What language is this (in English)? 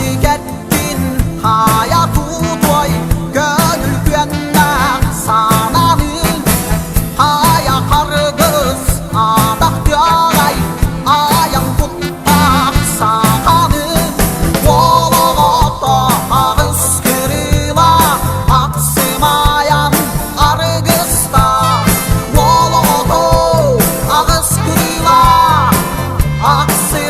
Yakut